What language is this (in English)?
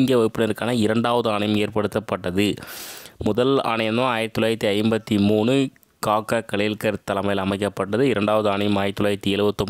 Tamil